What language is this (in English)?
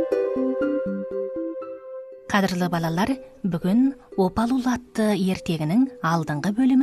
Kazakh